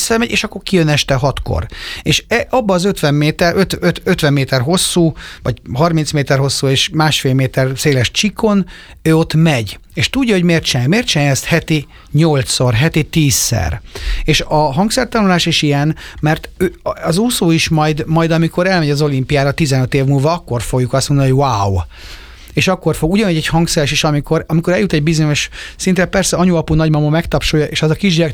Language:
Hungarian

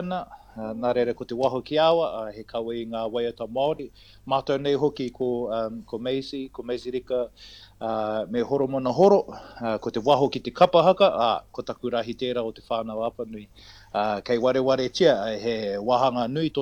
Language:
Māori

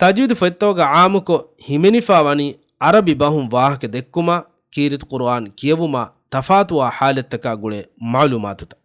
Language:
Divehi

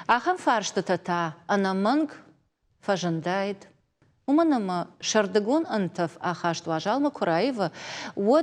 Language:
Ossetic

